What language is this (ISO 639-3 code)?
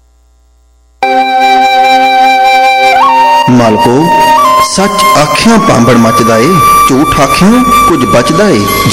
pan